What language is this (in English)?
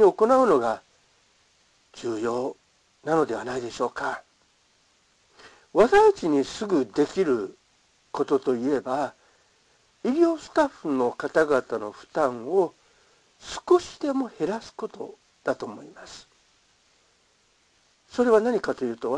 Japanese